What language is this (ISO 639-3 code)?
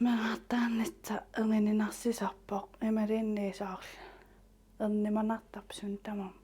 kal